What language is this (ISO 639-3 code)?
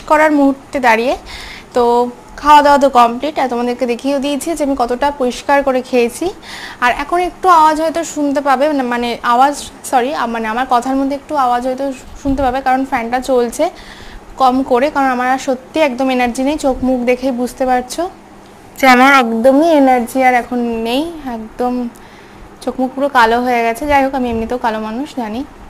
ben